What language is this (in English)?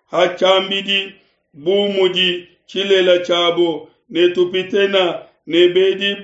Luba-Lulua